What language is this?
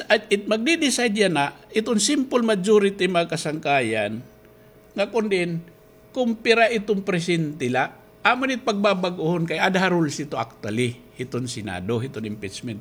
Waray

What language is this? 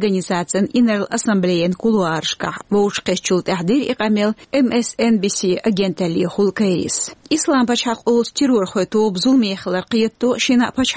Chechen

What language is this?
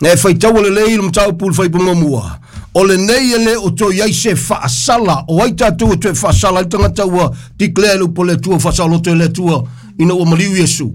Samoan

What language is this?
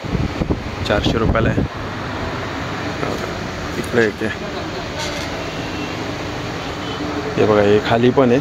Marathi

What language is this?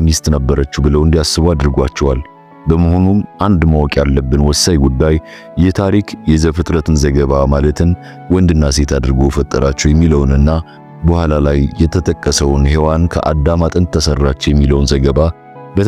Amharic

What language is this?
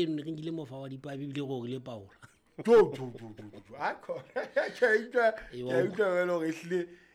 Southern Sotho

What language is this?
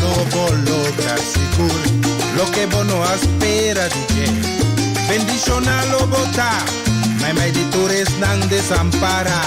Papiamento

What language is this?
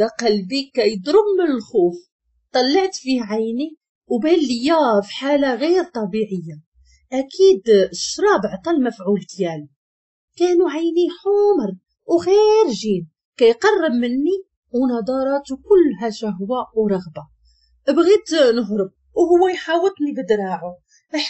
Moroccan Arabic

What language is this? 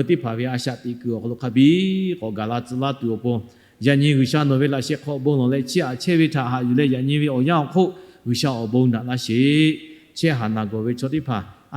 Lahu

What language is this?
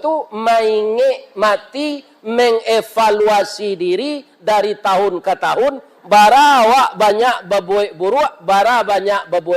Minangkabau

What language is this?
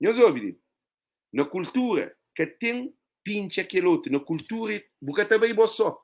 Kabuverdianu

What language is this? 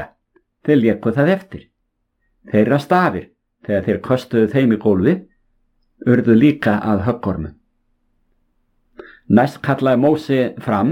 Icelandic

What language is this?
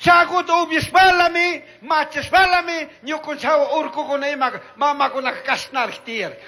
Chimborazo Highland Quichua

